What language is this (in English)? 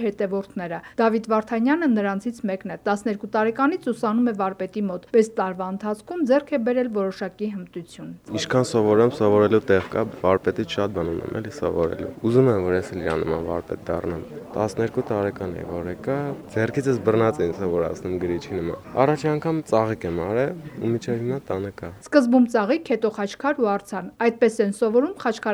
Armenian